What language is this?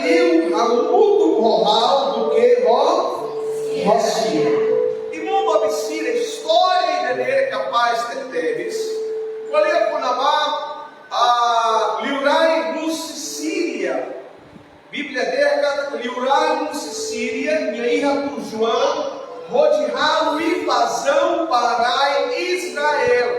Tetum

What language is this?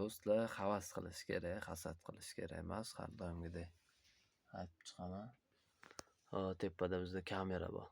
Uzbek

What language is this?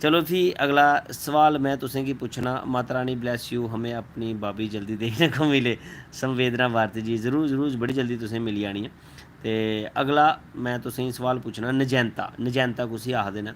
Dogri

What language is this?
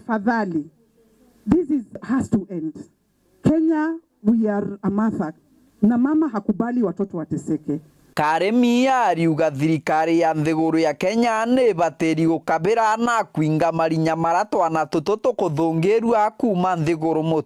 Meru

